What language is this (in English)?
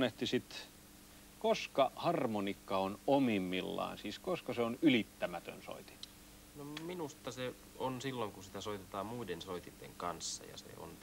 Finnish